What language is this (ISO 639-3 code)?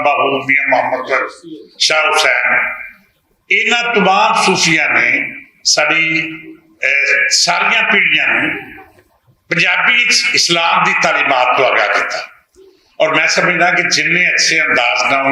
lah